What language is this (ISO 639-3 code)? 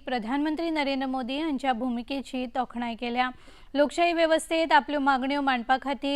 kok